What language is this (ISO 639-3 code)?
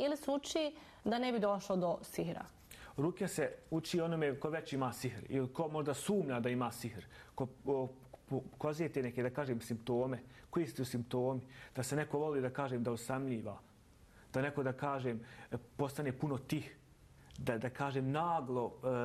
bos